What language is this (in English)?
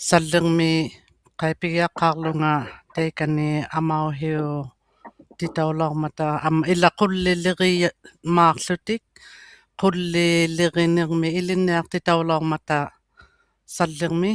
Inuktitut